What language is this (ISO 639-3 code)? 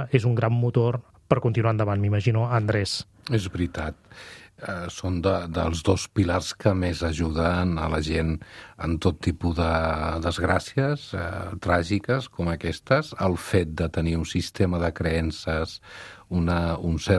cat